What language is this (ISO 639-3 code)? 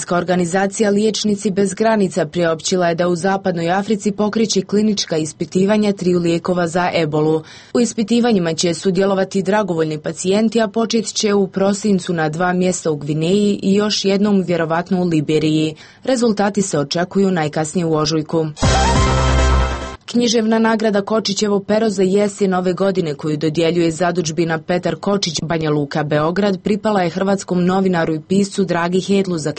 hrv